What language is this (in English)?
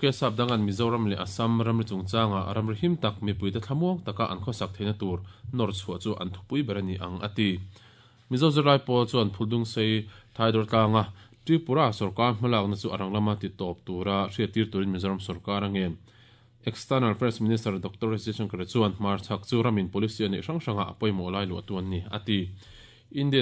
Mizo